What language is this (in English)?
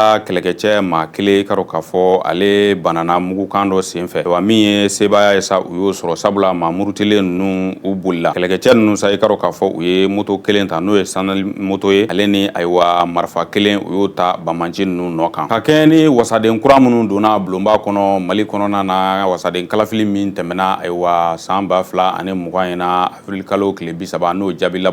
Bambara